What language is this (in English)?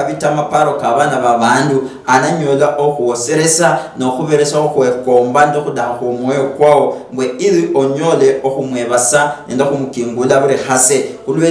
Luyia